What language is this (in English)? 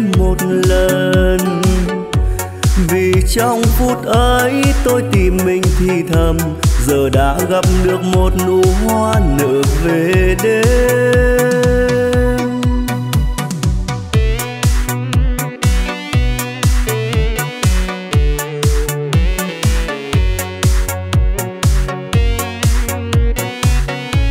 Vietnamese